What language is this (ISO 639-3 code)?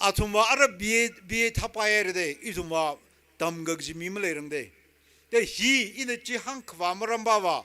nmf